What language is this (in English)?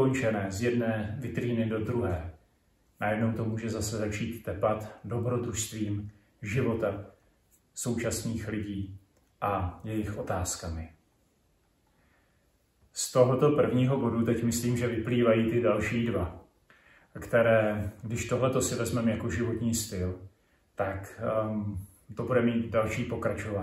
Czech